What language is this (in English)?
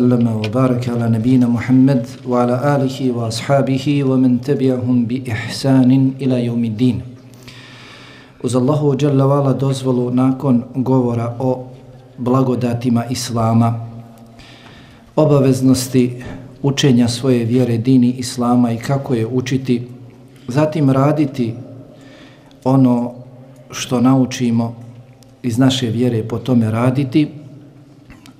Bosnian